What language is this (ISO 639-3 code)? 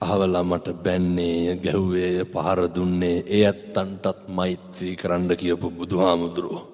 sin